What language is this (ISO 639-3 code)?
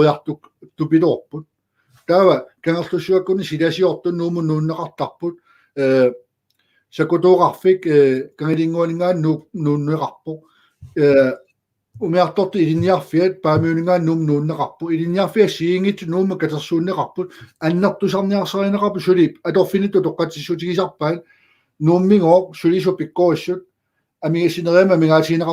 kal